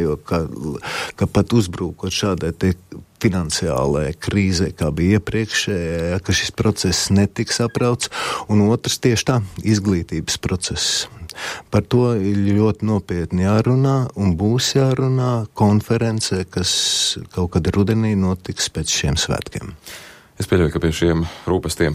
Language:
Latvian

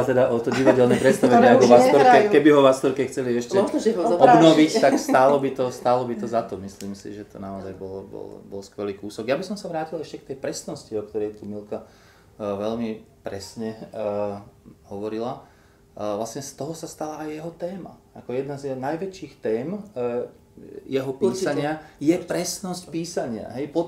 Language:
Slovak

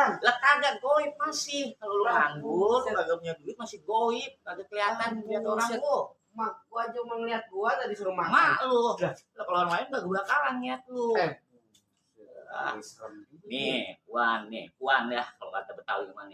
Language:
Betawi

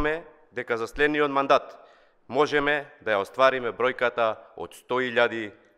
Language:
Macedonian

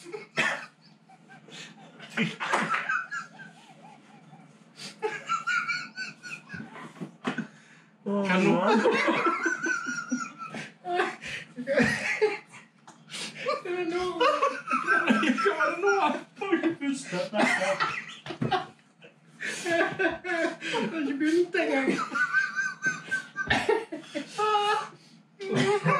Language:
Norwegian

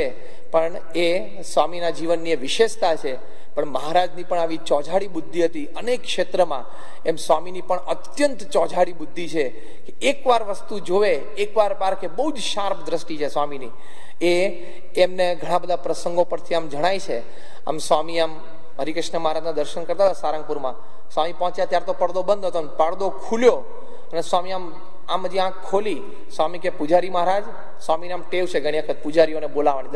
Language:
Gujarati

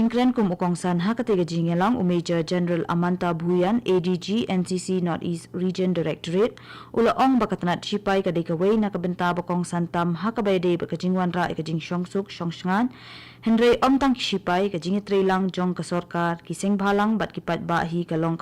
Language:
Khasi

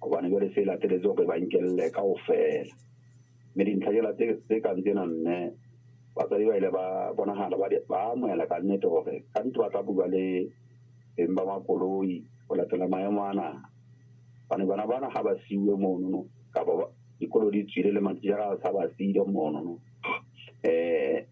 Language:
Southern Sotho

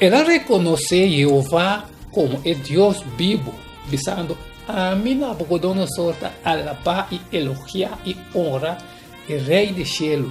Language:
Papiamento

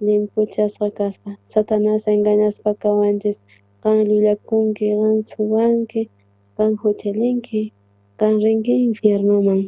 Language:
South Bolivian Quechua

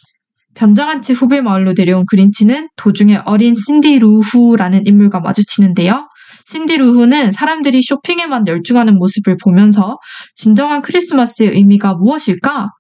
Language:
Korean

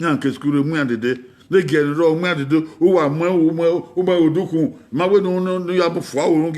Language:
Bini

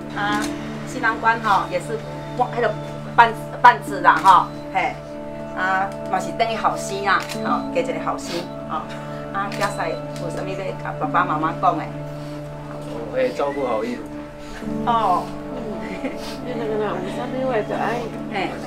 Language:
Min Nan Chinese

